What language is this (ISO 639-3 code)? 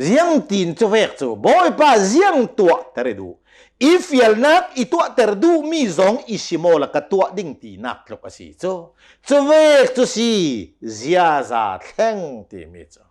cnh